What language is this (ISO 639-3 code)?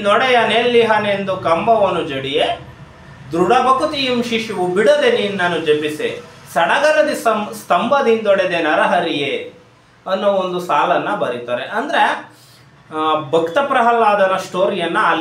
kan